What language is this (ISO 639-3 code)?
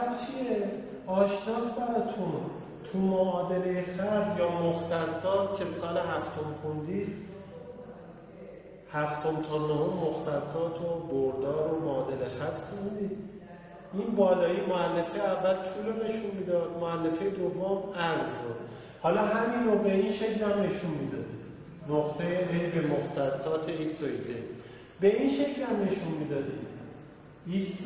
fas